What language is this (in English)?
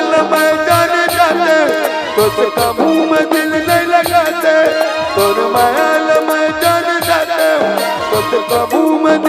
Chhattisgarhi